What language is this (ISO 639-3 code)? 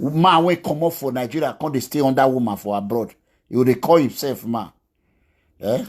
pcm